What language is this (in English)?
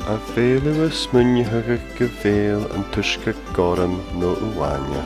Scottish Gaelic